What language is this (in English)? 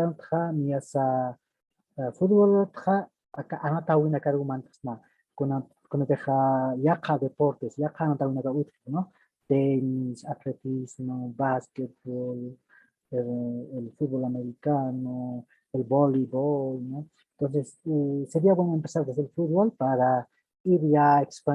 Aymara